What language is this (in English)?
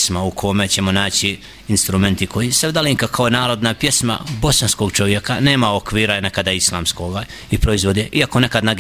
Bosnian